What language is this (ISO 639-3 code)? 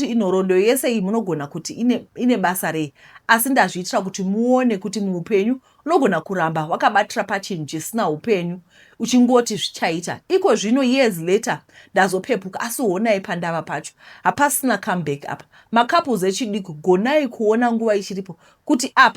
sna